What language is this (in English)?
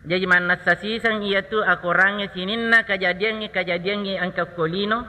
Buginese